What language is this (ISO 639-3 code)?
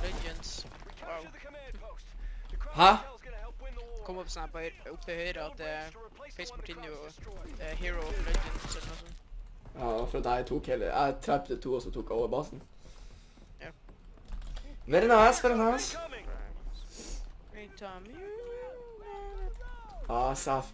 nor